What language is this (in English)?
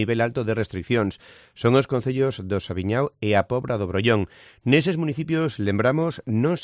Galician